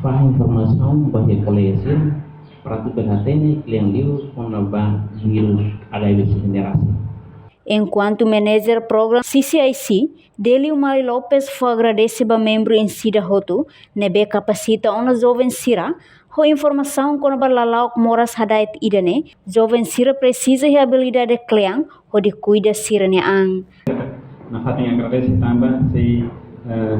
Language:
Tetum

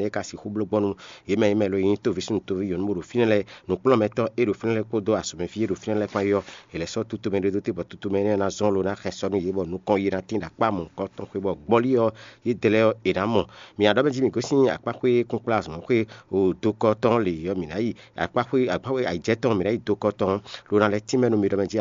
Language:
Fon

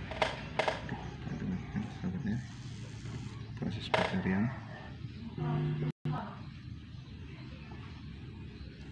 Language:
Indonesian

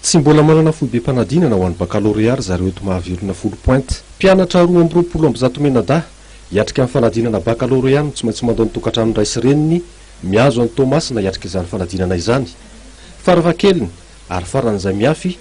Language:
Malagasy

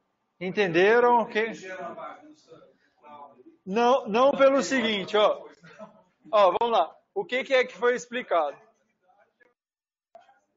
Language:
Portuguese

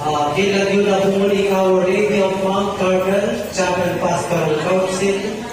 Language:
Pampanga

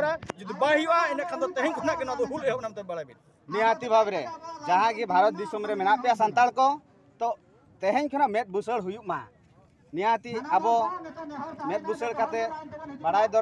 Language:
Santali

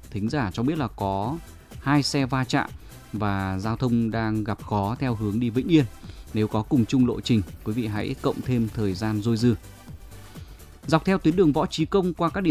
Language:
Vietnamese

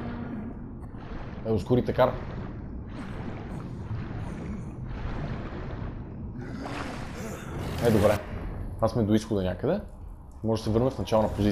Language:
Bulgarian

